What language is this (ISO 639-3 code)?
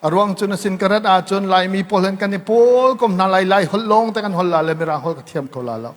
cnh